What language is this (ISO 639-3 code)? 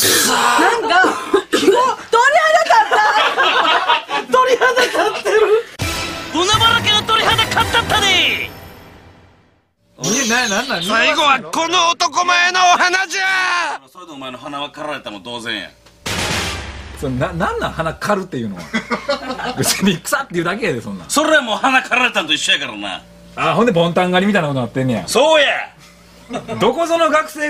jpn